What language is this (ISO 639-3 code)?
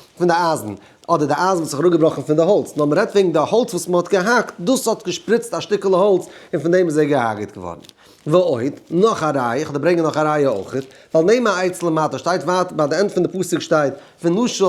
yid